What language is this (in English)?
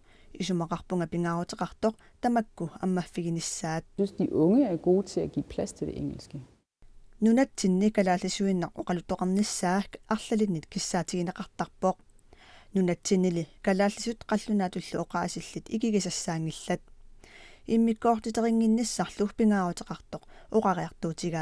Kalaallisut